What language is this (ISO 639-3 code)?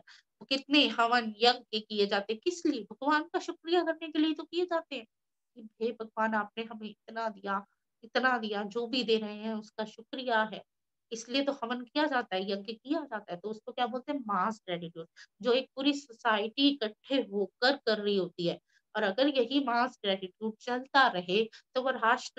hin